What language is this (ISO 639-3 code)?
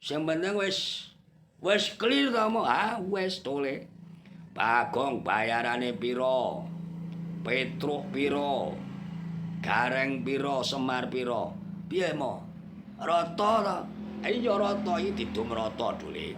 jav